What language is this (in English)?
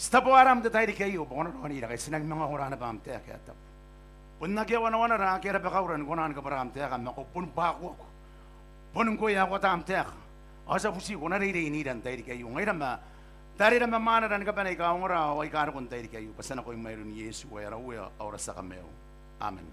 Gilbertese